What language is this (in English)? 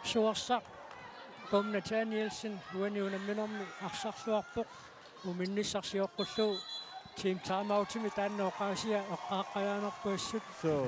Kalaallisut